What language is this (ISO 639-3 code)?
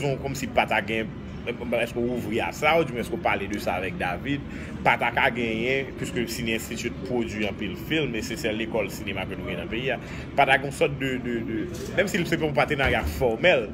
hat